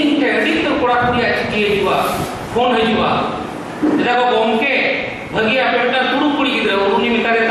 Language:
Santali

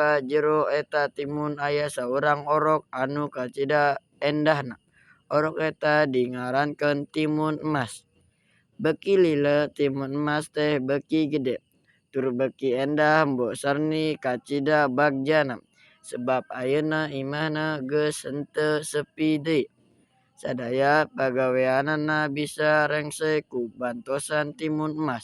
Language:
Sundanese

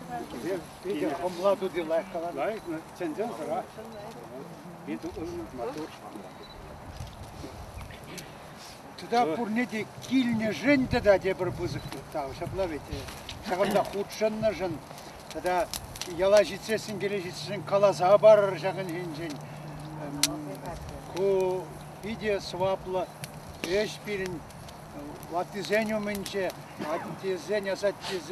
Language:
Chuvash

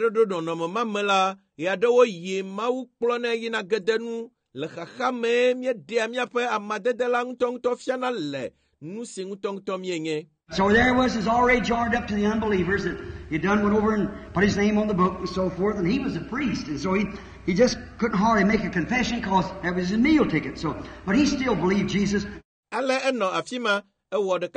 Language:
Ewe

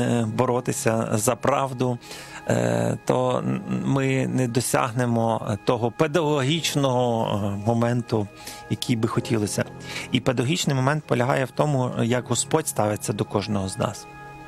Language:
Ukrainian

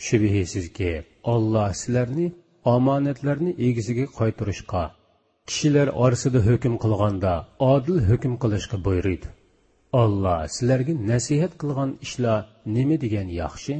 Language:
Uyghur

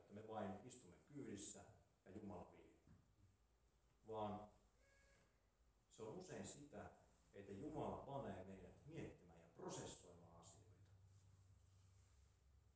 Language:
Finnish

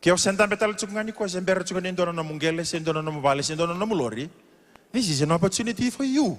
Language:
Fijian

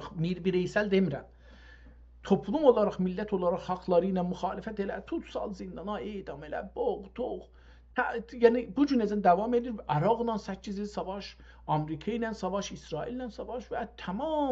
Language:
South Azerbaijani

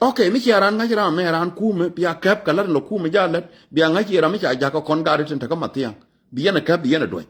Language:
Nuer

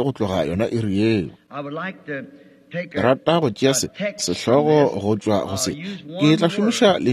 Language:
Northern Sotho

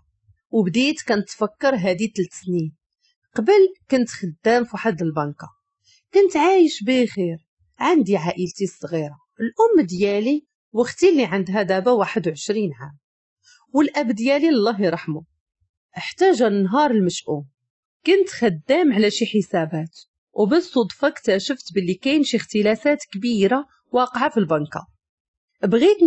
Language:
Moroccan Arabic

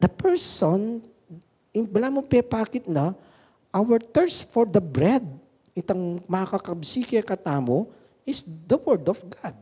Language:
Pampanga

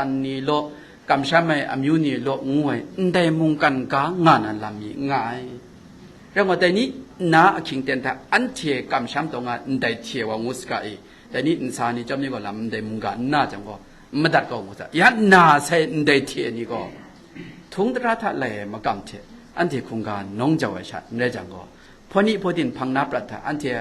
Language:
Kachin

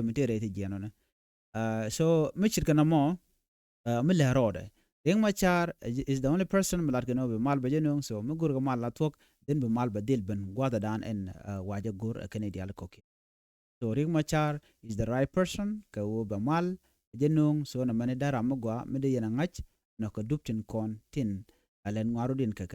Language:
Nuer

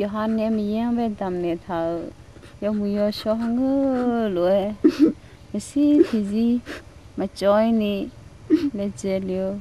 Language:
Akha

